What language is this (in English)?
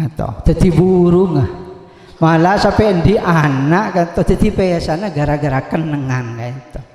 Madurese